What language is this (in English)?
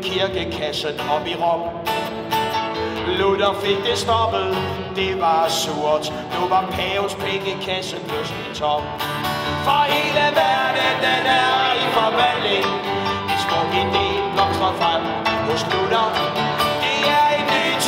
Danish